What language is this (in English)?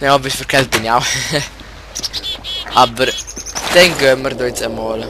Swiss German